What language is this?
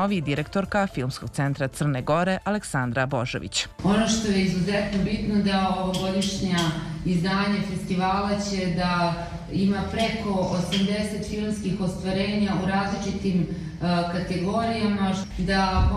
Serbian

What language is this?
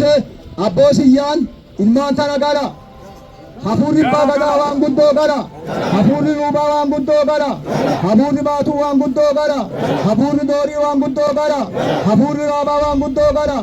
Oromo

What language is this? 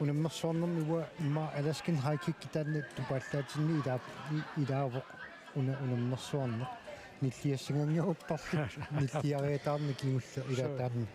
Kalaallisut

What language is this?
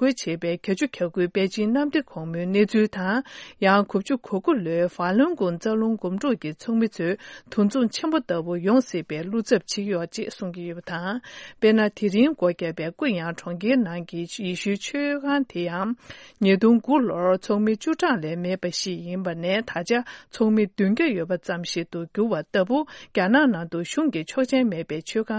Tibetan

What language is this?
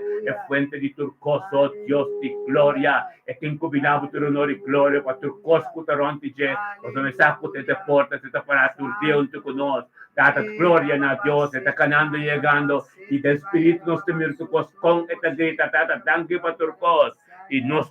Papiamento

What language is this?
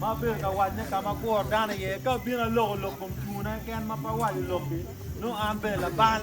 Acoli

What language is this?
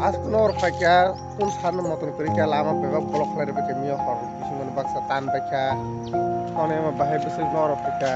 Kok Borok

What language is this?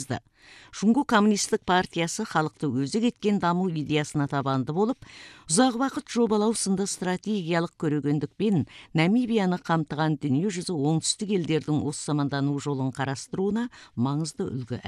Kazakh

